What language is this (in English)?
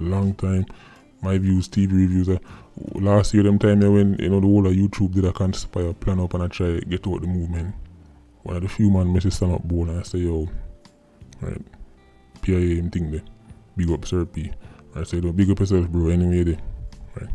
Jamaican Creole English